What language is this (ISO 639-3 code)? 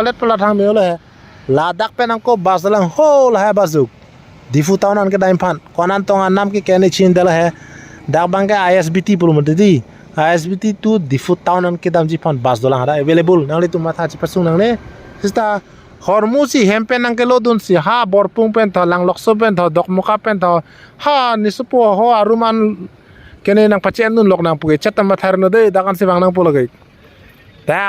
mjw